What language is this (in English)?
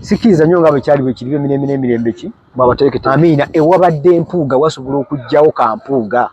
Ganda